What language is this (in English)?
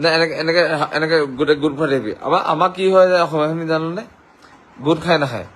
Assamese